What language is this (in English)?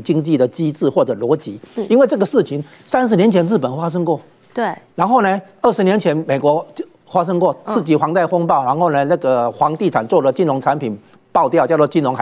Chinese